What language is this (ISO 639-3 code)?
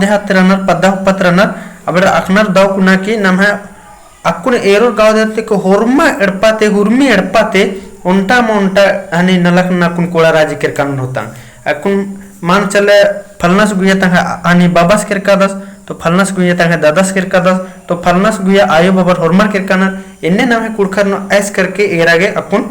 kru